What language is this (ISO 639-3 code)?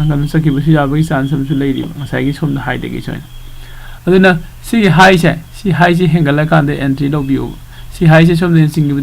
mni